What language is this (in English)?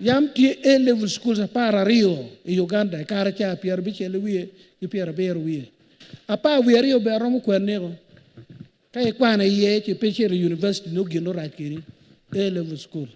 Acoli